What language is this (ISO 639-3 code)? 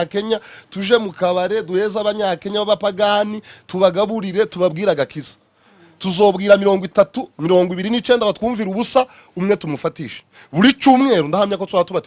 kin